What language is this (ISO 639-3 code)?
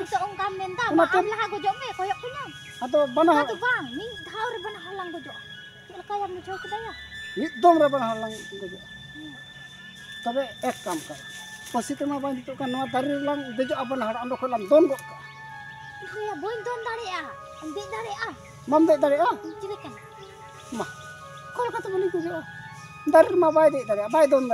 sat